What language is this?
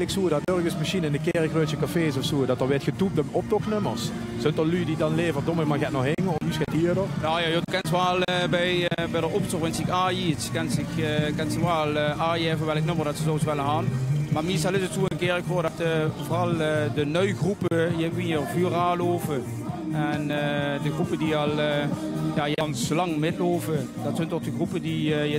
Limburgish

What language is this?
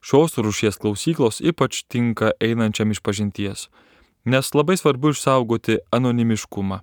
Lithuanian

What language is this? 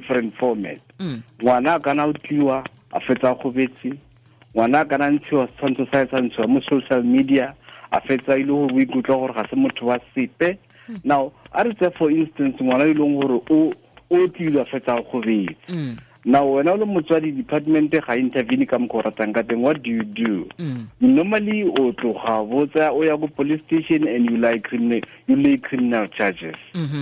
Tswana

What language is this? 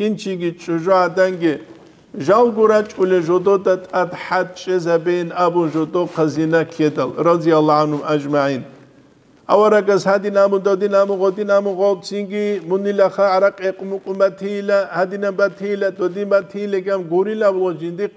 Avaric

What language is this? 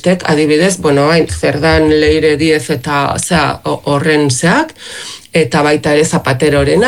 Basque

